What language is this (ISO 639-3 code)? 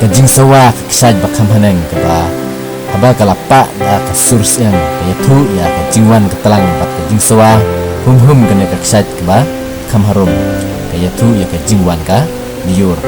kha